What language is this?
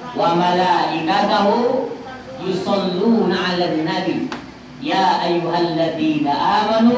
Minangkabau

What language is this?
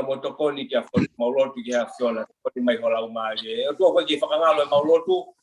Tongan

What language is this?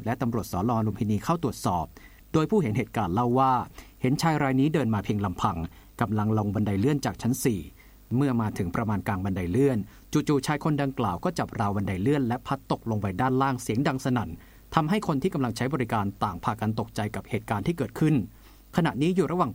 Thai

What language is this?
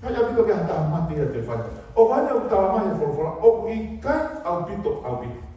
Tongan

